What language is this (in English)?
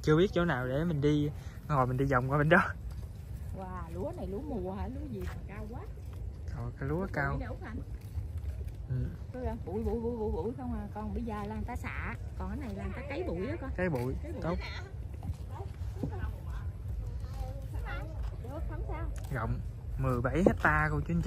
Vietnamese